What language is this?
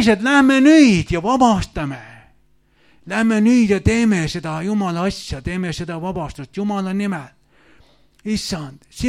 Estonian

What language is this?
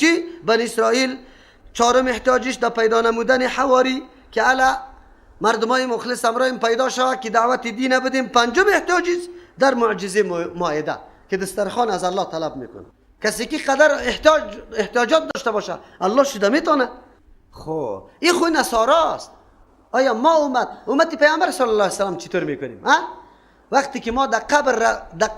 Persian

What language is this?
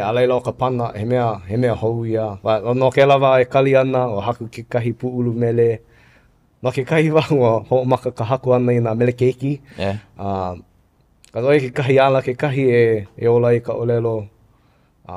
Hawaiian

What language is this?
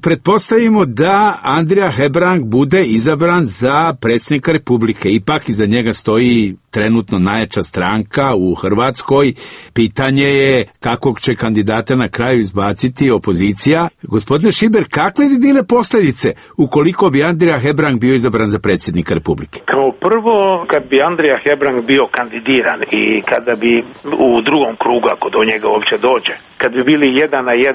Croatian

